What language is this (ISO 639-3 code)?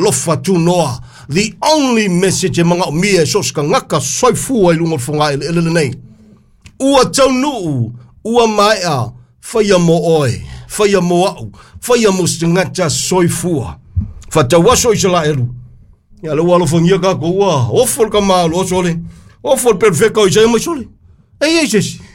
smo